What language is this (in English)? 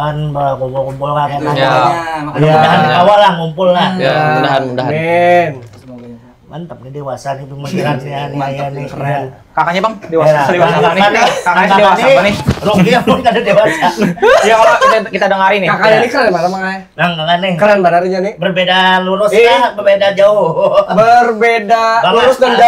Banjar